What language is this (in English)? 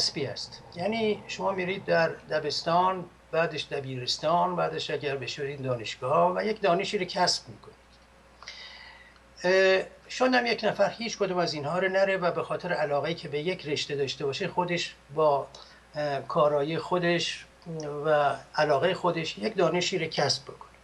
Persian